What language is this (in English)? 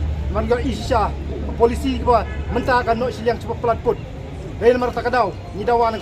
Khasi